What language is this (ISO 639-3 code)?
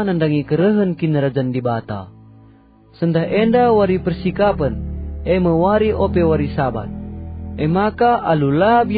btx